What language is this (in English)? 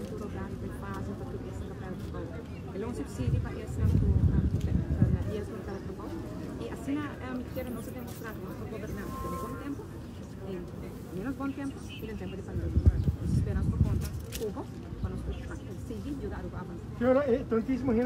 Papiamento